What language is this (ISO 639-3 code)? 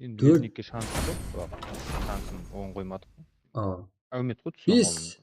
kaa